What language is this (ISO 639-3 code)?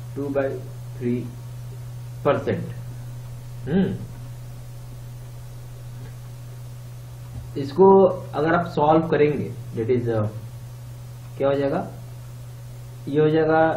hin